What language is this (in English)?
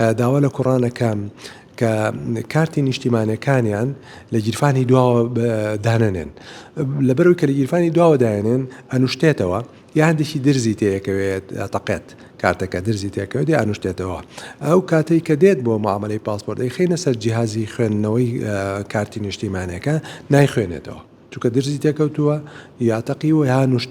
Central Kurdish